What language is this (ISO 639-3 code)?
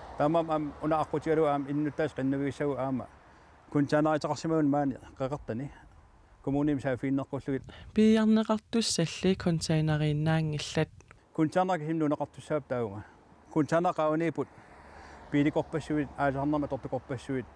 kal